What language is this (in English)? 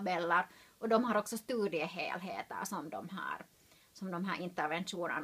Swedish